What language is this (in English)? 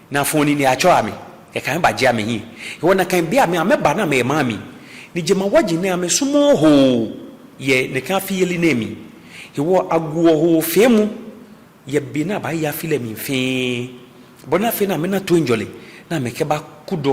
Ga